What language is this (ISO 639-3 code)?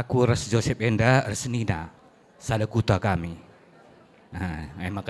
btx